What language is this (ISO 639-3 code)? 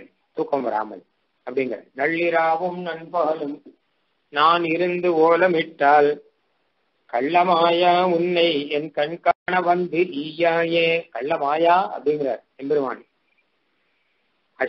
tam